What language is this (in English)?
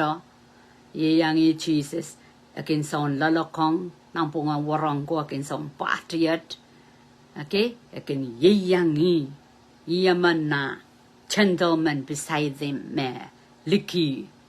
Pohnpeian